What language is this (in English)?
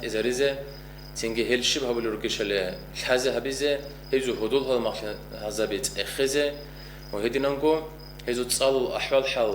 Avaric